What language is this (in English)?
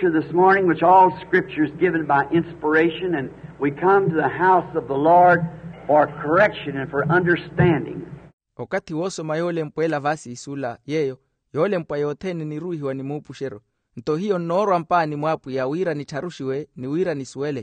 Makhuwa